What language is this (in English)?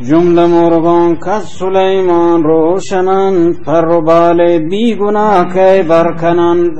Baluchi